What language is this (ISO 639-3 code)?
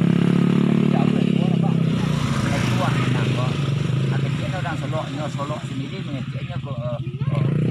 min